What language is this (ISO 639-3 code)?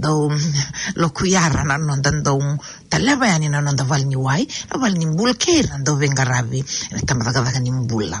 fij